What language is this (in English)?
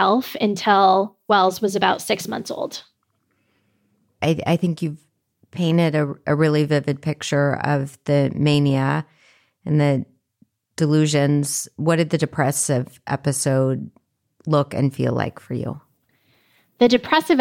English